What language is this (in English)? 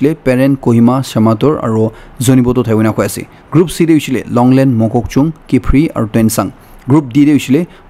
Naga Pidgin